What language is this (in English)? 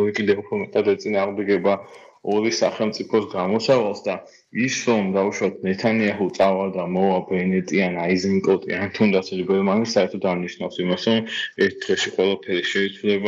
Georgian